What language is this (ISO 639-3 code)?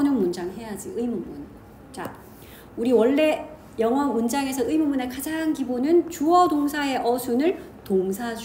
kor